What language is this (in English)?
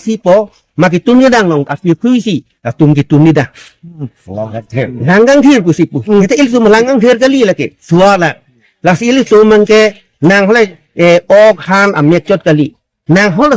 Karbi